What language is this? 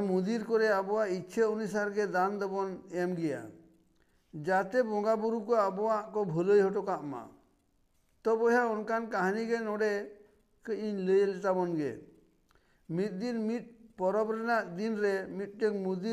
Santali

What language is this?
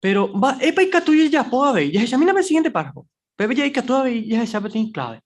Guarani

